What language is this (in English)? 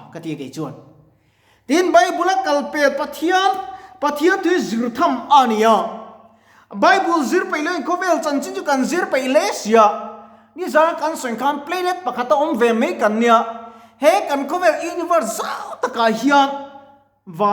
Mizo